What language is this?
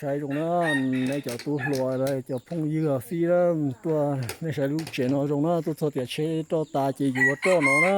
Hmong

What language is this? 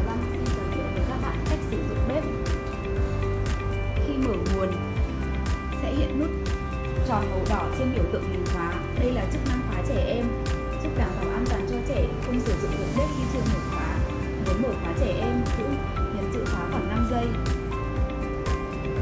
Vietnamese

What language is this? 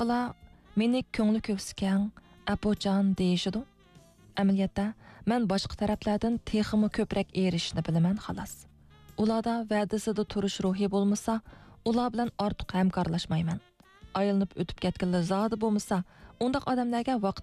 Uyghur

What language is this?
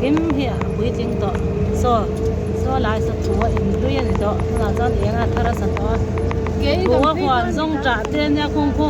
Mizo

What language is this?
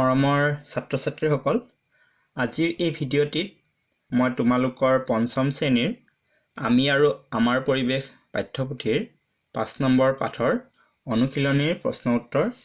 Assamese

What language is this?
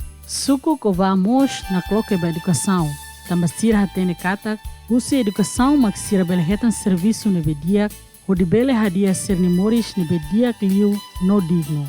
Tetum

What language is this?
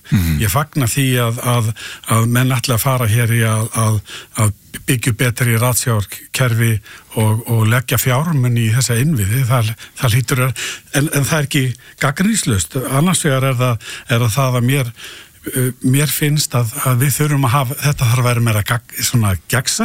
Icelandic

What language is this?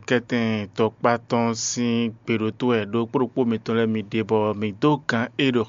Fon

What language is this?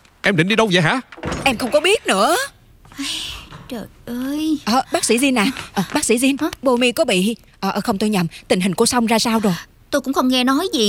Vietnamese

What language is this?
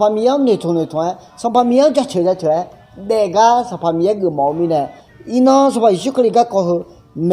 Akha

